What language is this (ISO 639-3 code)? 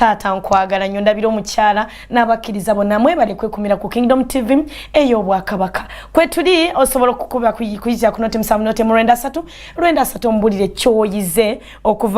lug